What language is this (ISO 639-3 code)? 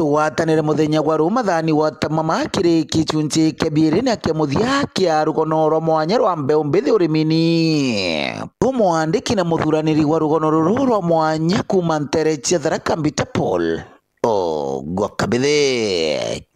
mer